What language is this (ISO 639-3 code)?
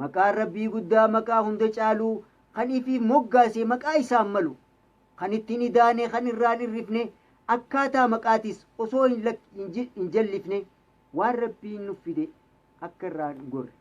orm